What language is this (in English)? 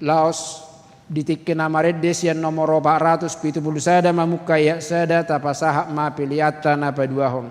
Batak Toba